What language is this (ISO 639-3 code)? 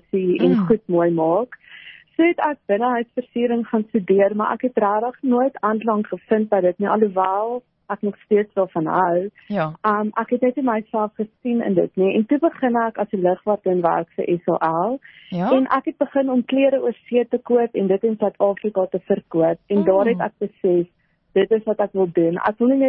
afr